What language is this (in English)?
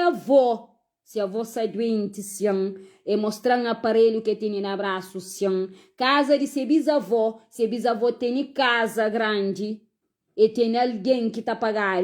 Kabuverdianu